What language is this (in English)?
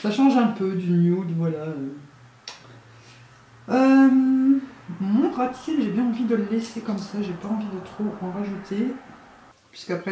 French